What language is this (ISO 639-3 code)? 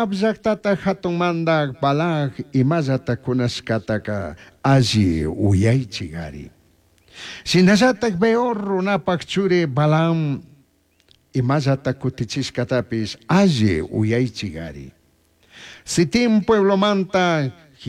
qug